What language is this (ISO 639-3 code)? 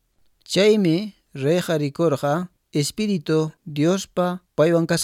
que